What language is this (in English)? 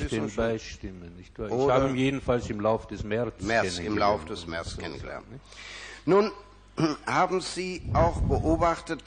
German